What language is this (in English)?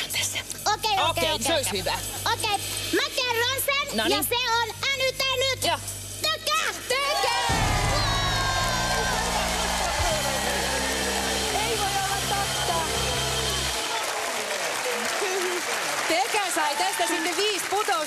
Finnish